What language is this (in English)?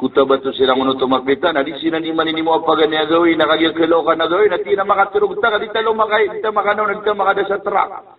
Maranao